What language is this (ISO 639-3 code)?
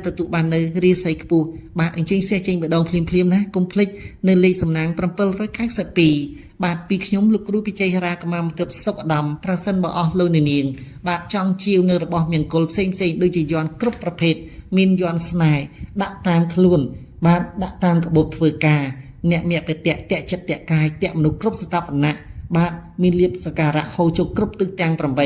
khm